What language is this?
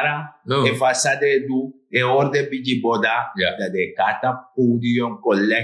Sranan Tongo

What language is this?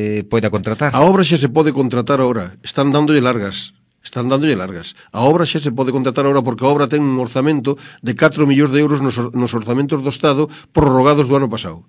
Galician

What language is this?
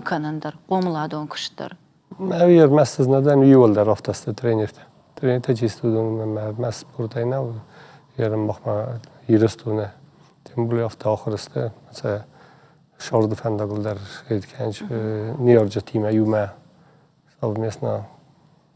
Ossetic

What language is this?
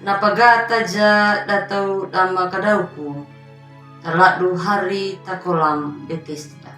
Anakalangu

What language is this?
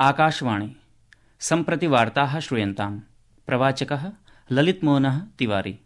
Sanskrit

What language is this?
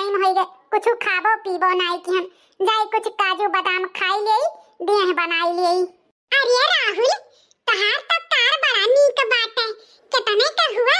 Awadhi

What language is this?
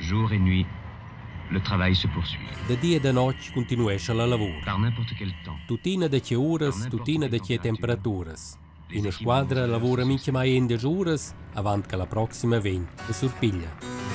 Romansh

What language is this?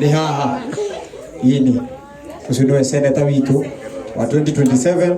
Kikuyu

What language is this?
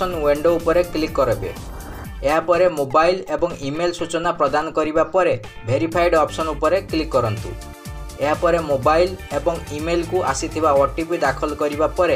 Odia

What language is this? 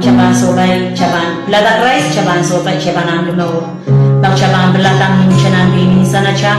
Pohnpeian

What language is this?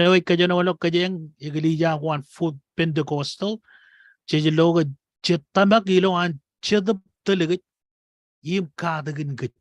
Marshallese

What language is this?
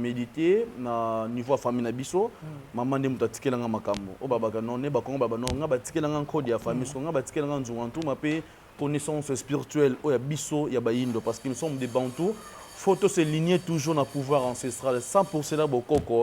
Lingala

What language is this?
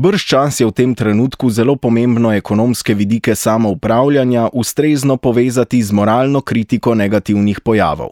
Slovenian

